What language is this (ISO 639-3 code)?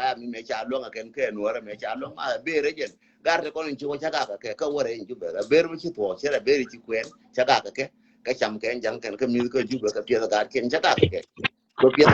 nus